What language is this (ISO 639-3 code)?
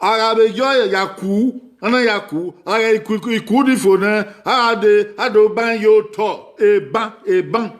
bin